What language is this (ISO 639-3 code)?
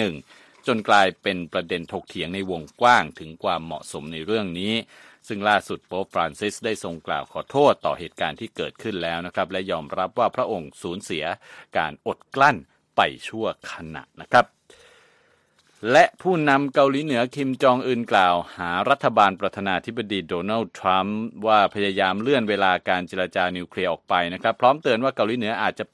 tha